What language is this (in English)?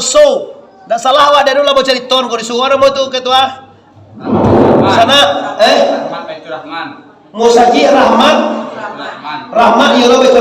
Minangkabau